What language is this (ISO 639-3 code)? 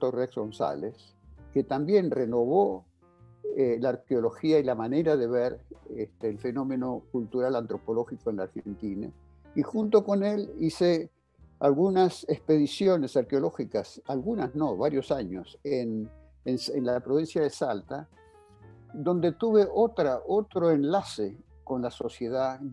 spa